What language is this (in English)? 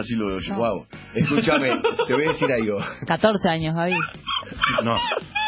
Spanish